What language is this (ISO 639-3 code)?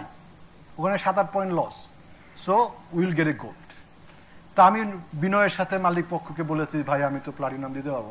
ben